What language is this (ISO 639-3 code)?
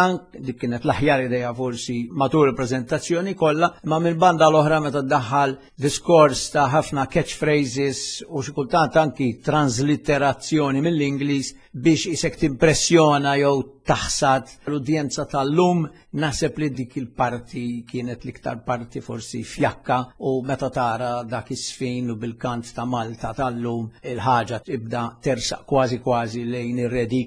mlt